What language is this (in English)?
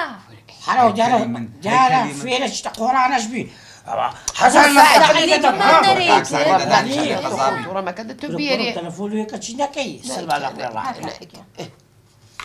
Central Kurdish